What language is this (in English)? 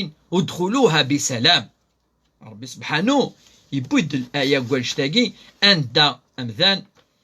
Kabyle